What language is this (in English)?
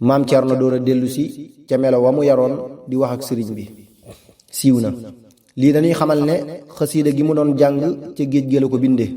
Wolof